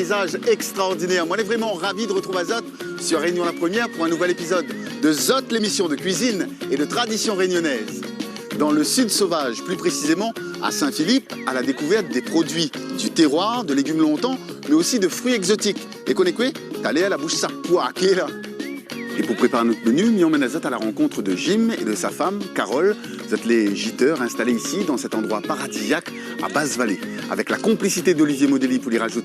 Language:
Réunion Creole French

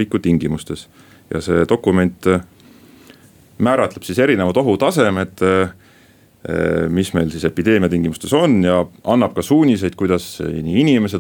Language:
Estonian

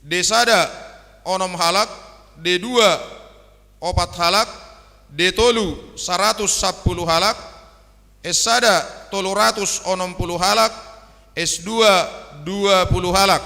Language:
Batak Simalungun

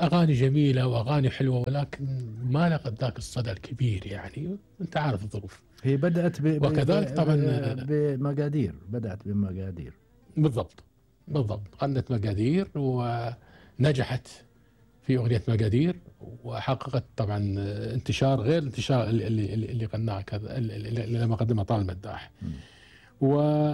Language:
Gulf Arabic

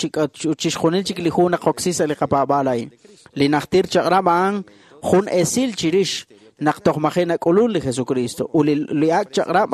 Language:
Kekchí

